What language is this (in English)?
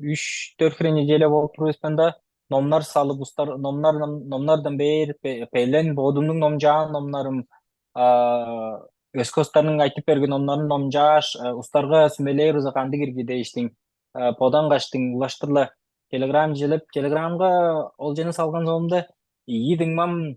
Tuvinian